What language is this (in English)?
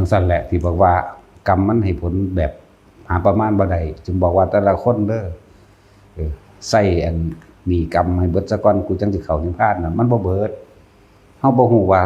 Northeastern Thai